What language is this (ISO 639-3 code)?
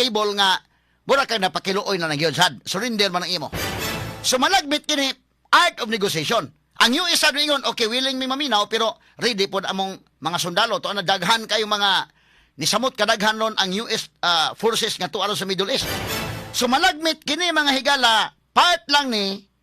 ceb